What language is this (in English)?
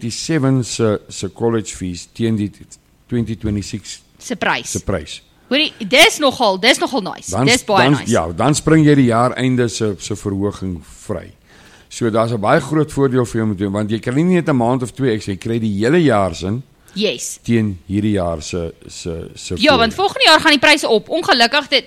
Afrikaans